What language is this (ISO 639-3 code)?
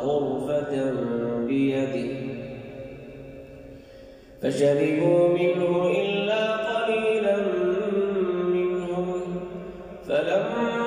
ara